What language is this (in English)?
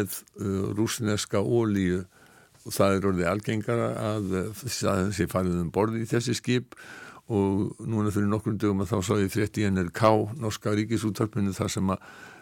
Icelandic